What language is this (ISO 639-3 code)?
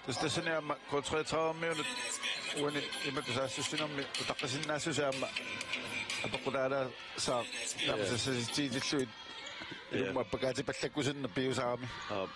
kal